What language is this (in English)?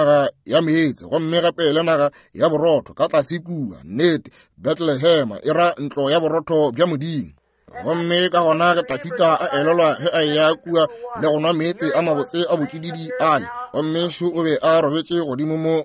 Northern Sotho